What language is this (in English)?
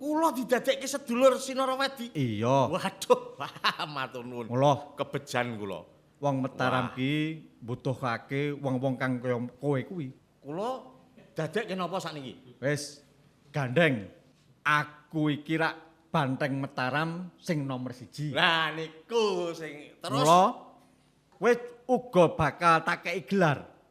Javanese